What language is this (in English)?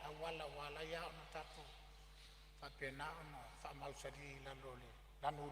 Samoan